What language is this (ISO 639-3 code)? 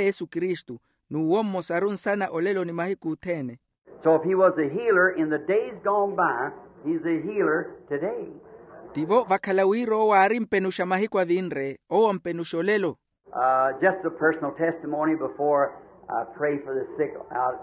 vmw